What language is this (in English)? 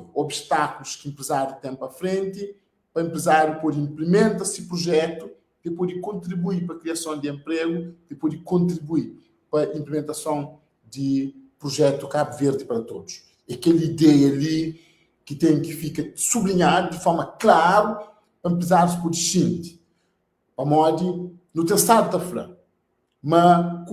Kabuverdianu